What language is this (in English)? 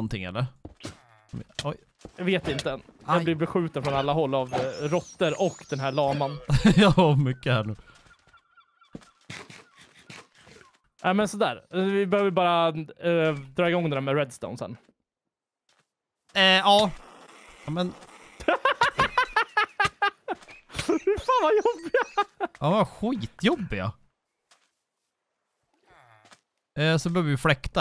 Swedish